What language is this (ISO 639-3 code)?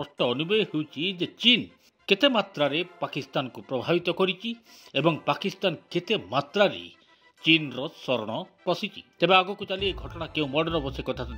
ori